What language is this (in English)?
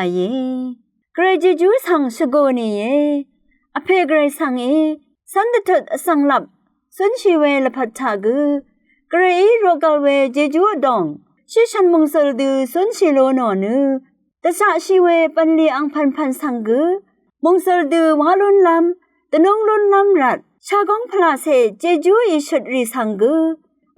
Rawang